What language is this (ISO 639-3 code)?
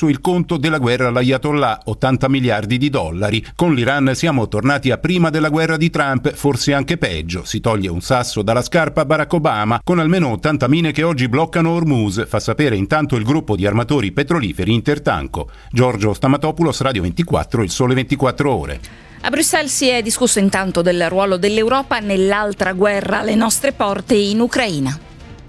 ita